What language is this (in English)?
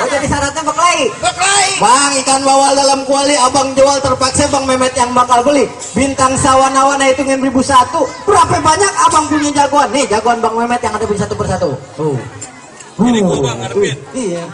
Betawi